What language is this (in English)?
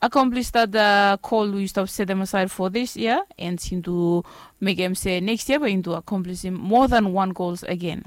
Bislama